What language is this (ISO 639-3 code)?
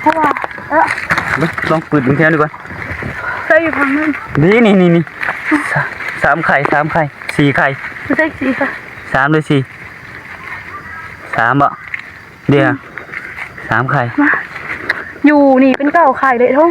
tts